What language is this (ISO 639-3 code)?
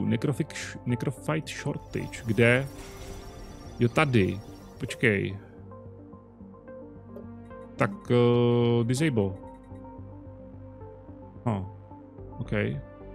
ces